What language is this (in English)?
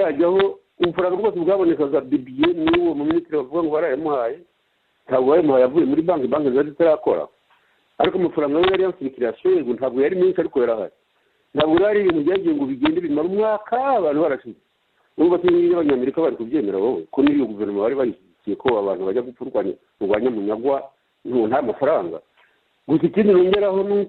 Kinyarwanda